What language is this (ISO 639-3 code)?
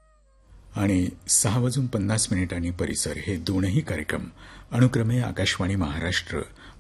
mar